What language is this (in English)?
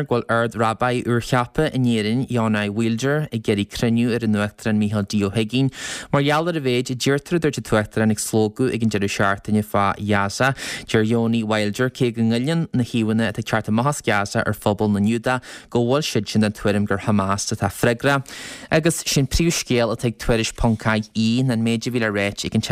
Irish